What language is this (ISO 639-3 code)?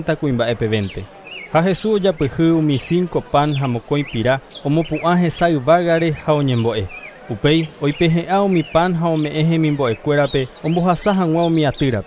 grn